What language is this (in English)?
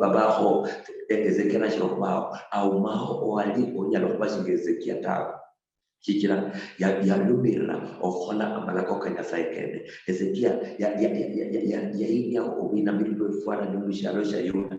Luyia